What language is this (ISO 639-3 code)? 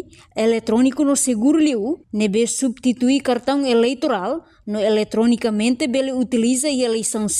tet